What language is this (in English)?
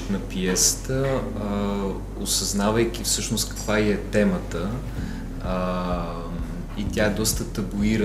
Bulgarian